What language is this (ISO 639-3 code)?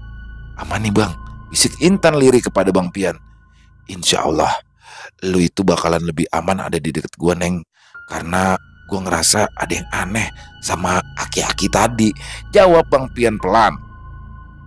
ind